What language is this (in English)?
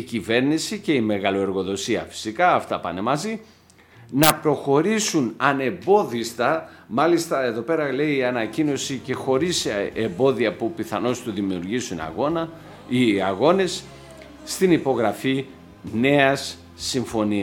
Greek